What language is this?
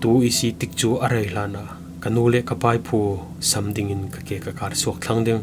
Falam Chin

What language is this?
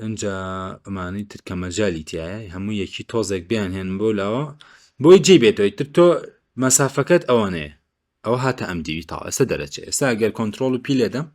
Central Kurdish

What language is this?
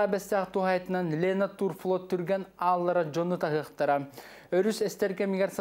Yakut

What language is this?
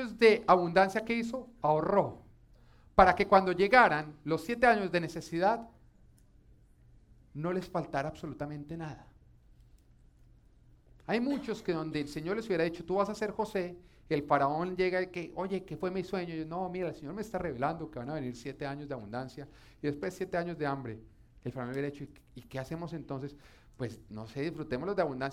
Spanish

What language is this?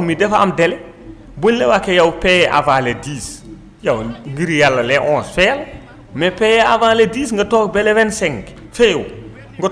Wolof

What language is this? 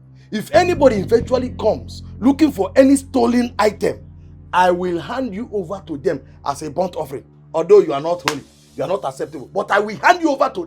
Nigerian Pidgin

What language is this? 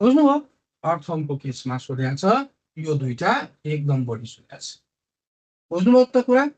Nepali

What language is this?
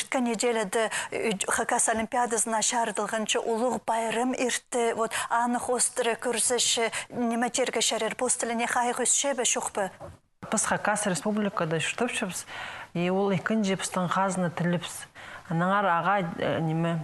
Khakas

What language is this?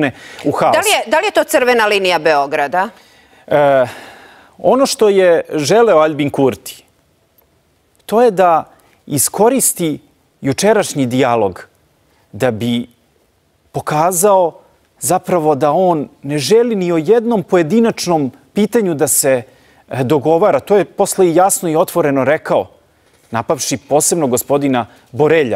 Serbian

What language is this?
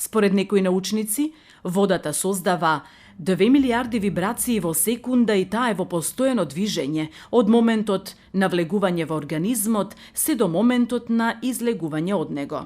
Macedonian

